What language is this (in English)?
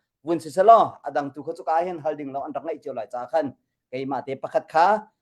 Hakha Chin